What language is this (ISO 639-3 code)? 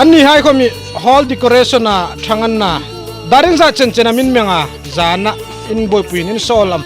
hmr